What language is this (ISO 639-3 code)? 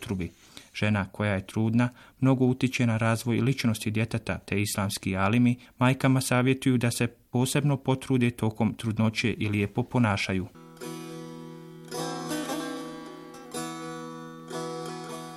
bos